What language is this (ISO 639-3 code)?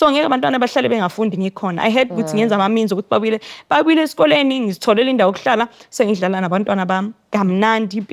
zul